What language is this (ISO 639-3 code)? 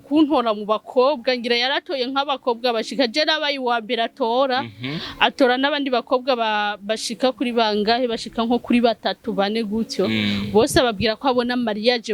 run